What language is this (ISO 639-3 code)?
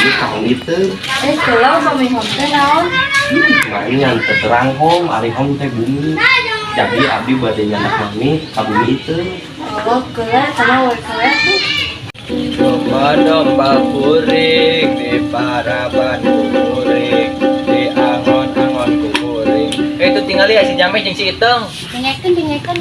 sun